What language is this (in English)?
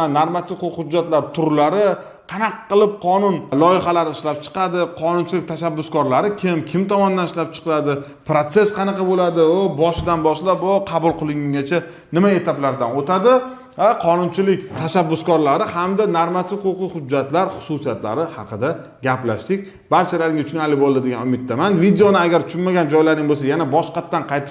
Uzbek